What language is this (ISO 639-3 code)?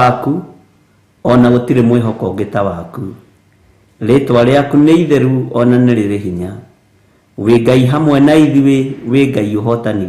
kik